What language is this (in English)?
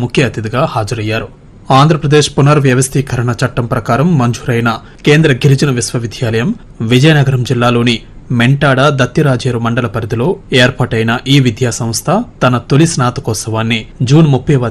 Telugu